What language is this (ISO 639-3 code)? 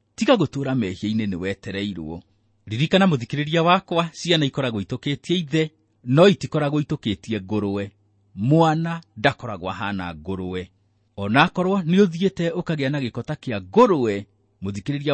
kik